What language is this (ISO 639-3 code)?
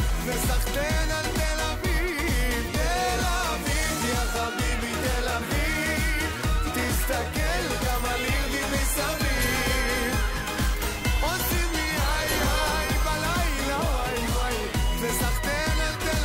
heb